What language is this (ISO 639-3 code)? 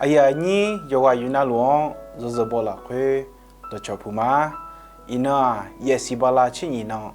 ahk